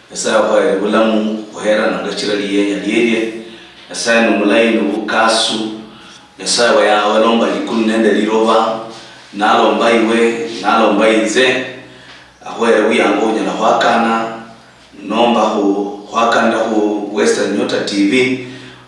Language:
Luyia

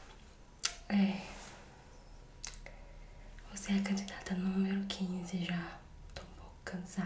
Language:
Portuguese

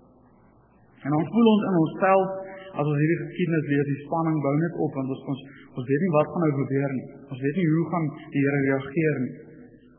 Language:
Afrikaans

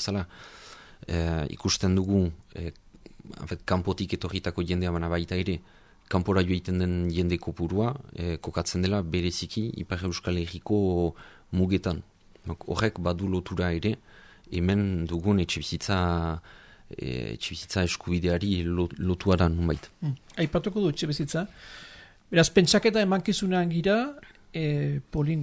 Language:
Basque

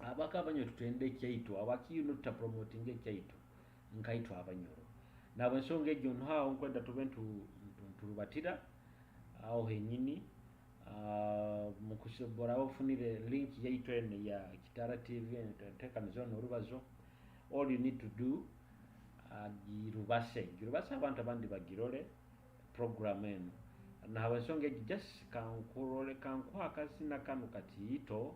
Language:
Nyoro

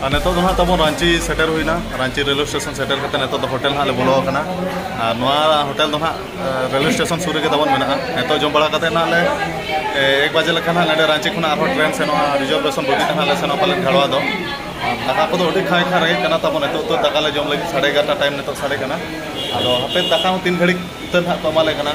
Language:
Santali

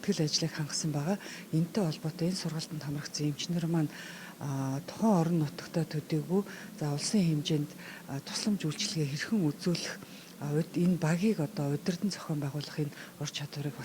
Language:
Mongolian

